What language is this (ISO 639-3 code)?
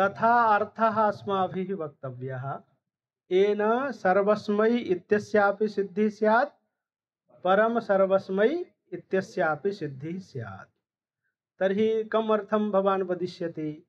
san